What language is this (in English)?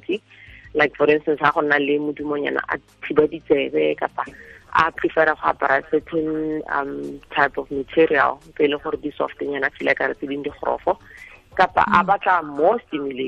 Tswana